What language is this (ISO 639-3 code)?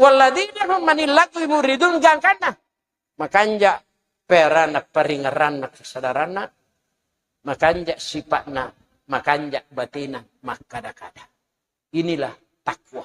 bug